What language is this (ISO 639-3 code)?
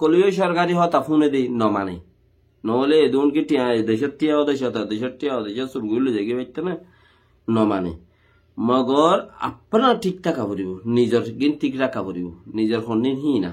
rhg